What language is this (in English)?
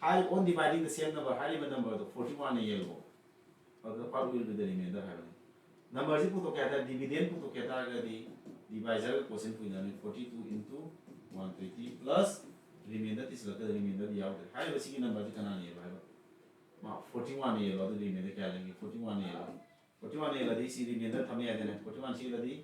Manipuri